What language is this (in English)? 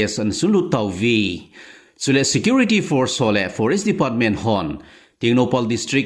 Thado Chin